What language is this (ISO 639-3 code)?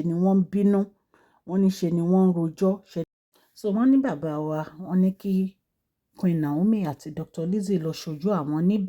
yor